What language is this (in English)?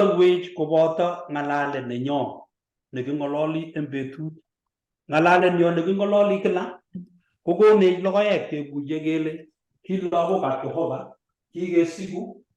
Kalenjin